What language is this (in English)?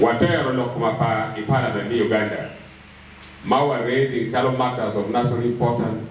Acoli